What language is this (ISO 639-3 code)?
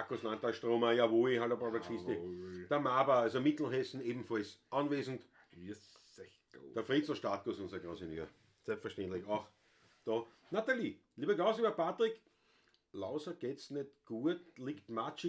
bar